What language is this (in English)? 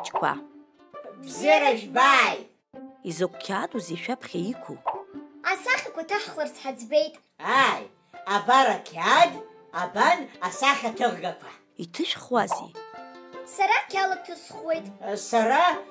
Abkhazian